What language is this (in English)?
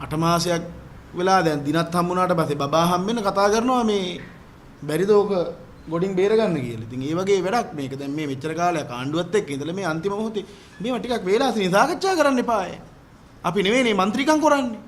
Sinhala